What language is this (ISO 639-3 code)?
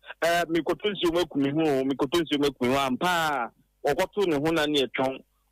aka